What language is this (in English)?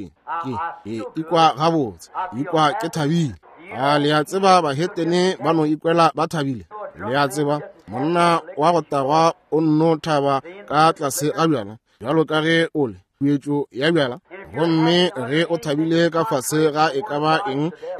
Northern Sotho